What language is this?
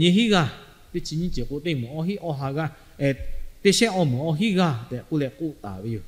Lahu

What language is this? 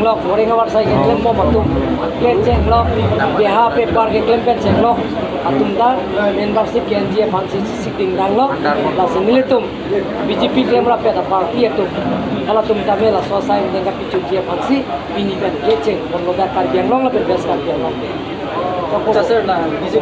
Karbi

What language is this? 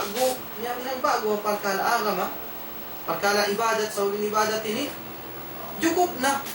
Tausug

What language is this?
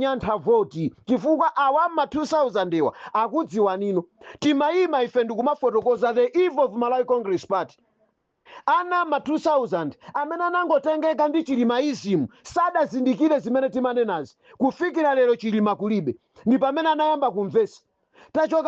Nyanja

